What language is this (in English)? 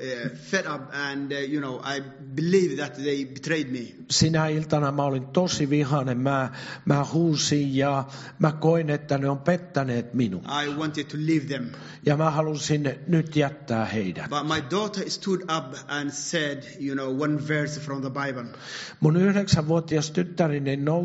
Finnish